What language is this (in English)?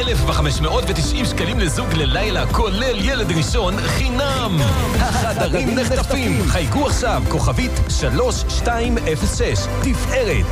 Hebrew